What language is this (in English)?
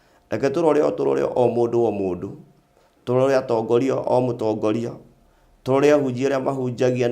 Kikuyu